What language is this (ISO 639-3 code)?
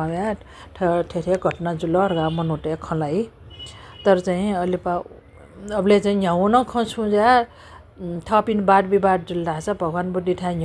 new